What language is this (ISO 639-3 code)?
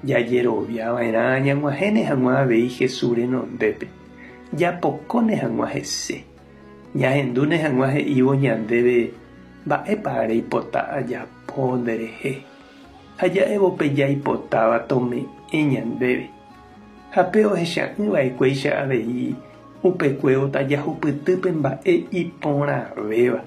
grn